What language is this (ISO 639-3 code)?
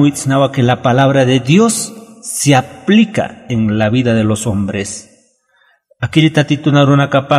aym